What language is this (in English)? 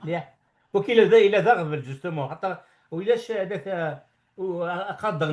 Kabyle